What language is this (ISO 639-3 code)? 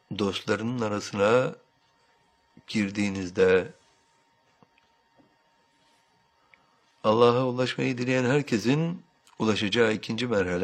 tur